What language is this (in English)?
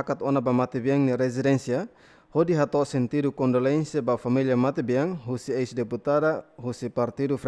Tetum